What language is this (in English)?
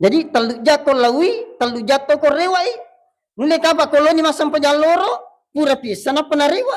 Buginese